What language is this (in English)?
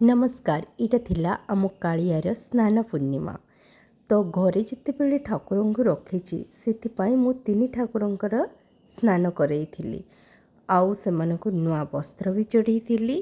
Odia